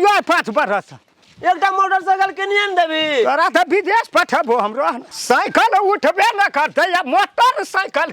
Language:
Maithili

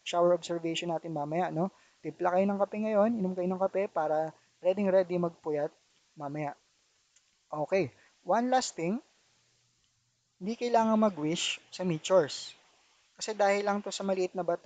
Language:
Filipino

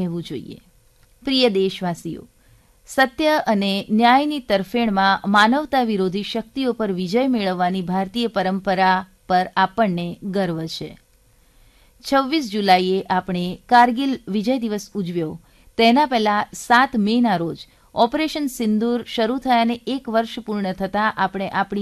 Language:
Gujarati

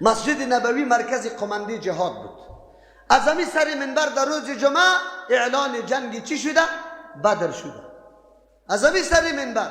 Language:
Persian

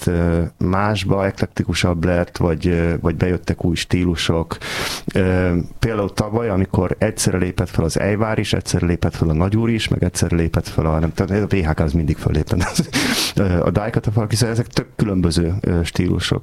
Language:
Hungarian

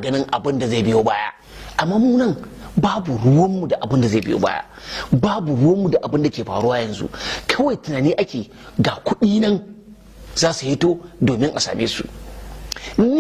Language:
Hausa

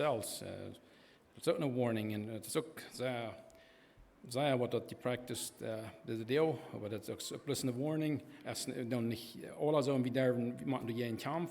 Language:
Plautdietsch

